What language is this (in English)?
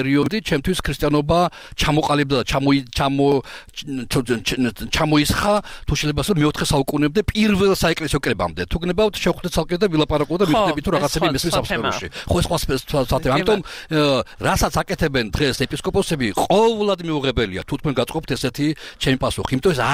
Georgian